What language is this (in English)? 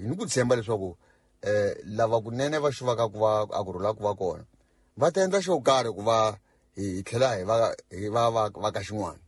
Tsonga